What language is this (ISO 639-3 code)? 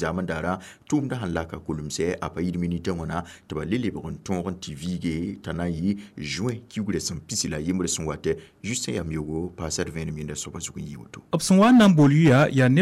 mos